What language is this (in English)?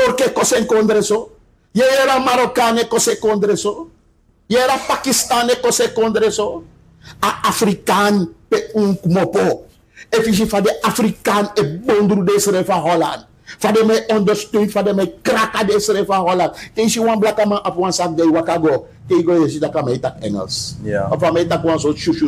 Sranan Tongo